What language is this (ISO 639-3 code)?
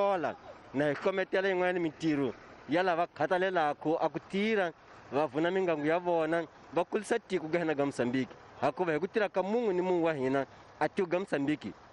tso